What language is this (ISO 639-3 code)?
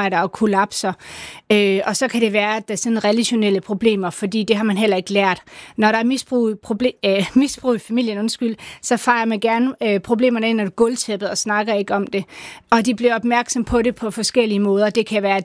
dan